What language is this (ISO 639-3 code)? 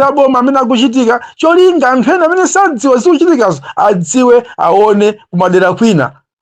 nya